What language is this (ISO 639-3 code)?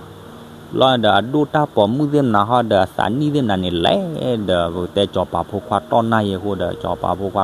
ksw